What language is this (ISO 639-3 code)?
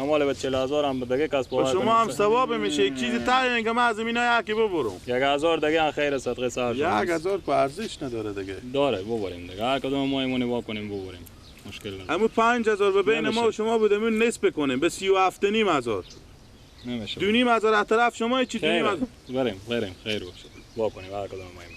fas